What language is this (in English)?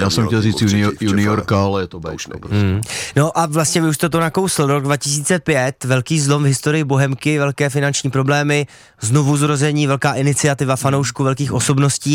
Czech